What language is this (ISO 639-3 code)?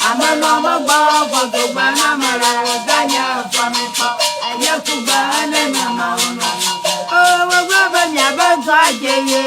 ewe